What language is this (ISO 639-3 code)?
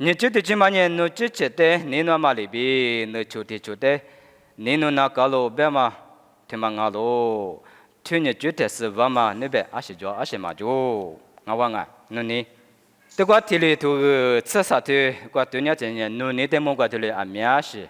lis